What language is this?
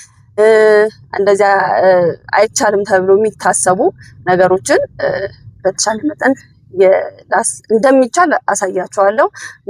Amharic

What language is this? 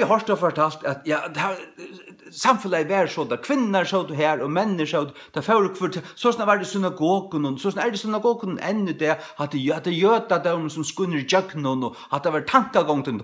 Faroese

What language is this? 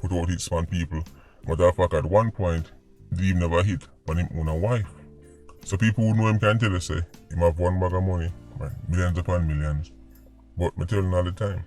Jamaican Creole English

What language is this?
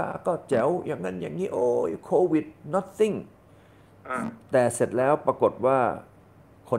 Thai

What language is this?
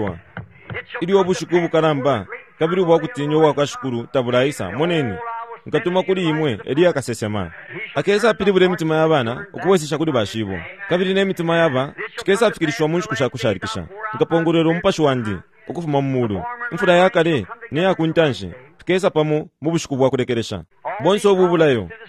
Bemba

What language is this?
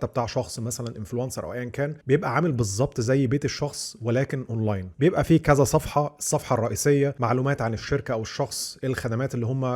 Egyptian Arabic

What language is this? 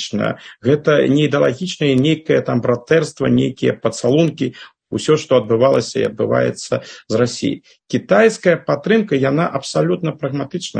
Belarusian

